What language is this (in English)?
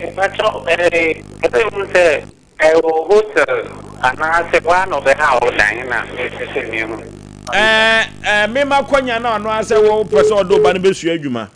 Akan